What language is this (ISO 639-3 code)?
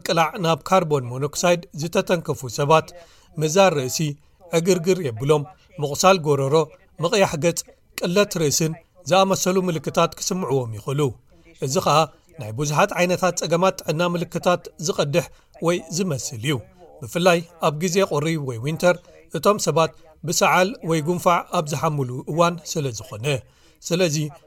tir